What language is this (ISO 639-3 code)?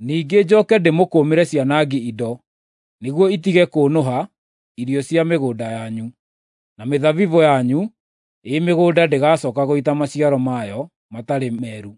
kik